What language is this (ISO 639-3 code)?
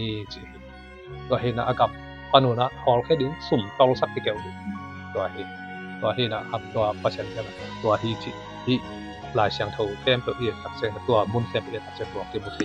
ctd